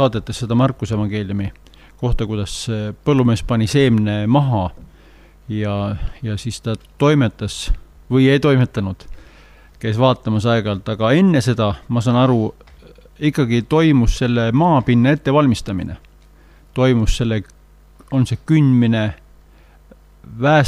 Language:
Estonian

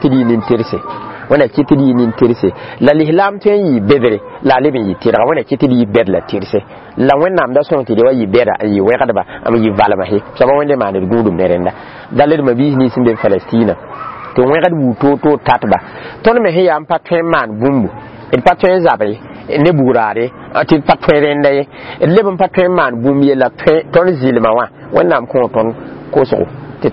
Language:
Mossi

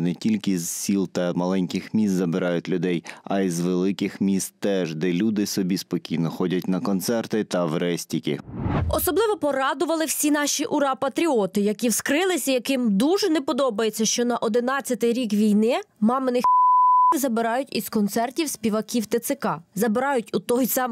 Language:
Ukrainian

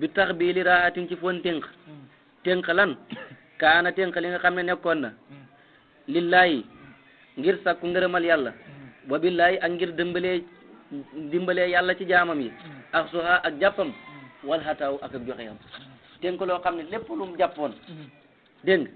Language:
Wolof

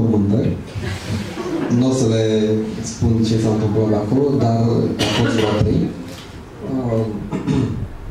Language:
Romanian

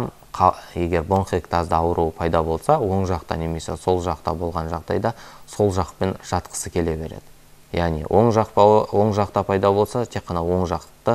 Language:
Kazakh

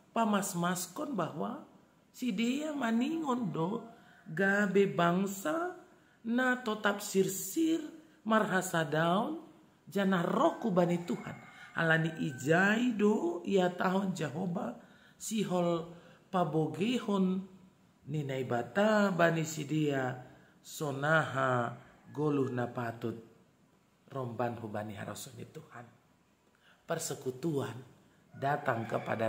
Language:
Batak Simalungun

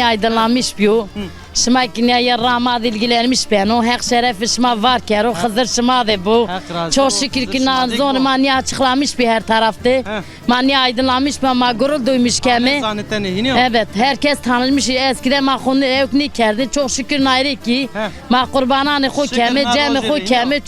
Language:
Zaza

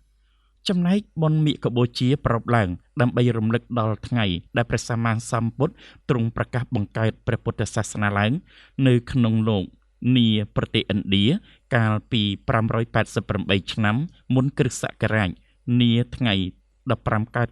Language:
Khmer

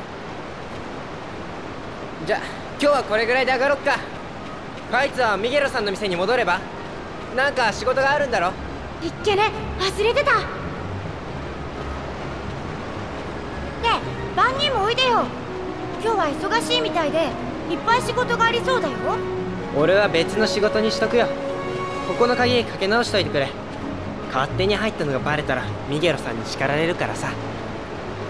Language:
Japanese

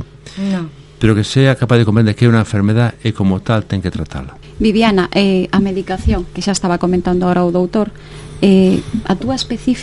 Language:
Galician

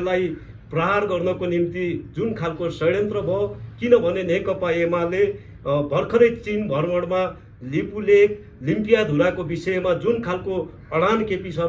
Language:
Nepali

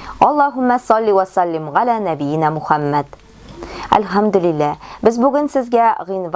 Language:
Tatar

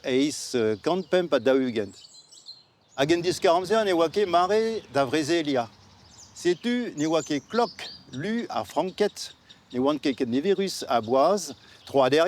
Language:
Breton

